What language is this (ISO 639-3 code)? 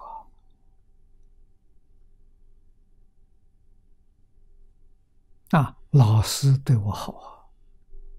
zho